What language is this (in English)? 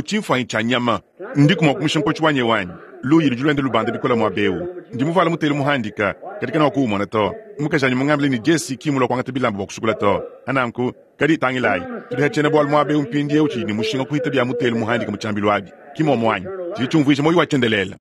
Luba-Lulua